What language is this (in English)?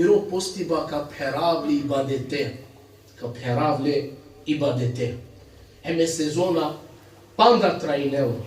Balkan Romani